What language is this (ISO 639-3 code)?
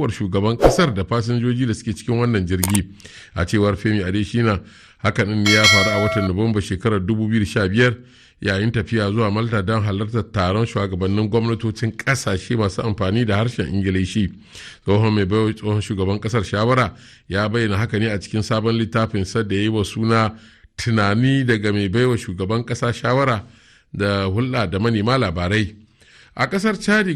hau